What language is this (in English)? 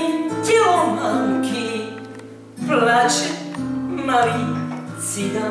Slovak